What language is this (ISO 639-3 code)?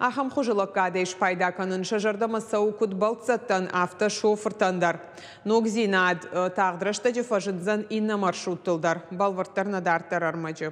oss